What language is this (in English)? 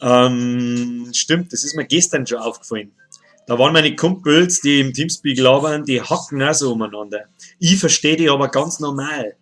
Bavarian